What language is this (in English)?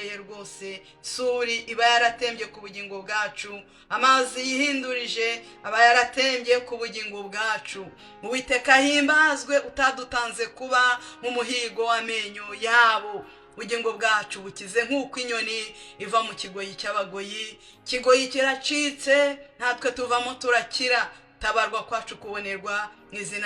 Kinyarwanda